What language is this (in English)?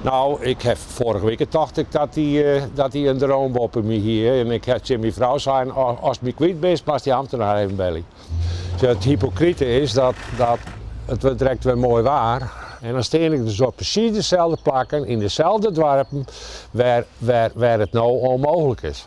Western Frisian